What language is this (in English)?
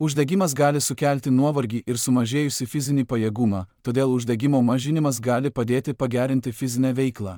Lithuanian